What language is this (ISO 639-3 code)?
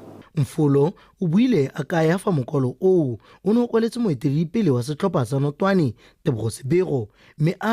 tsn